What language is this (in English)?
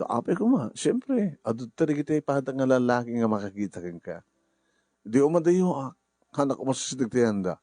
Iloko